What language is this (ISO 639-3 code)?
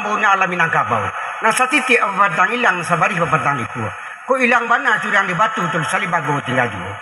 min